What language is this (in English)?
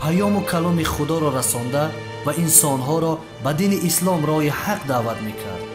Tajik